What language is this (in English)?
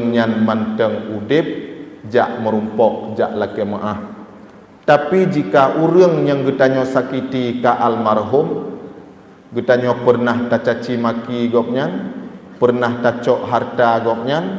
Achinese